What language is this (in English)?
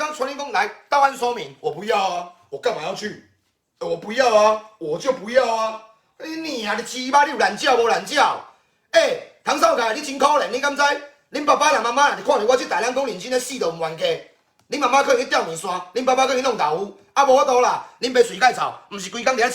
Min Nan Chinese